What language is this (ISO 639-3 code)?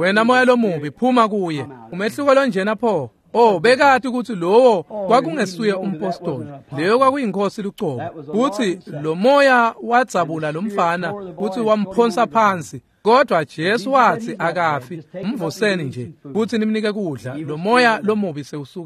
ssw